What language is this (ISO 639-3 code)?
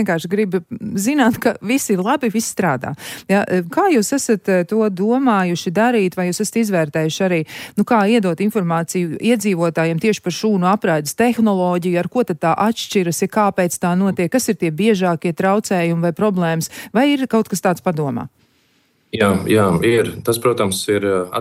lav